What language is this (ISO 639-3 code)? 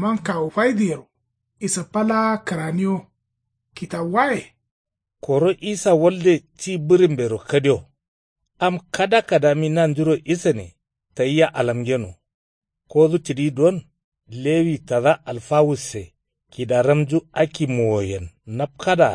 kau